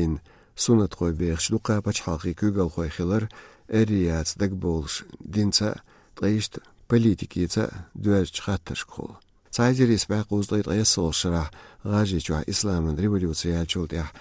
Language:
Chechen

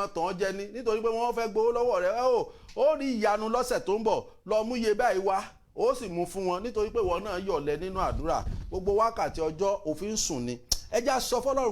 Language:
Yoruba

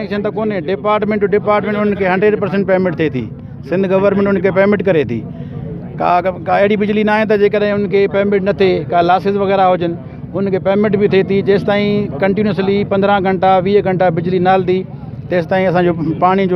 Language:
Sindhi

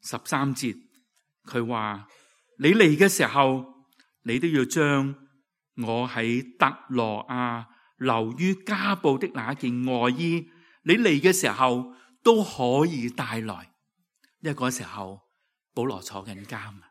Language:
Cantonese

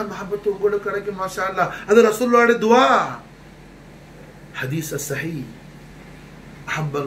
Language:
Tamil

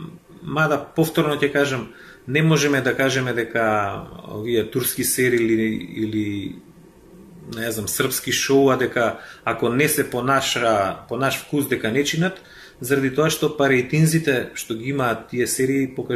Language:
Macedonian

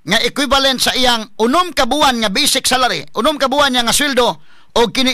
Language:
Cebuano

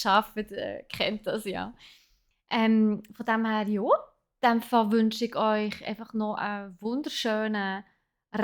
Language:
Swiss German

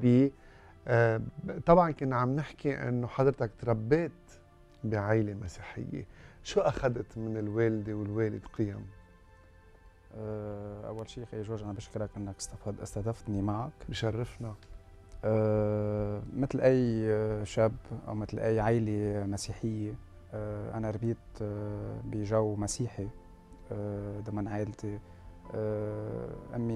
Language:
North Levantine Arabic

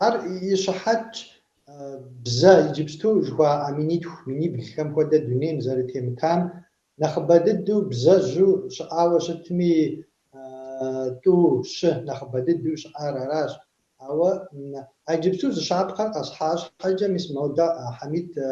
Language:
Kabardian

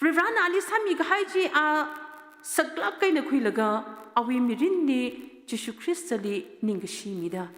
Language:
Tangkhul Naga (India)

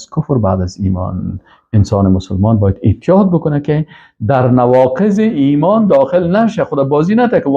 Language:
Persian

